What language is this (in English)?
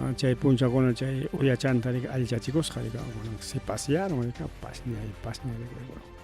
Ayacucho Quechua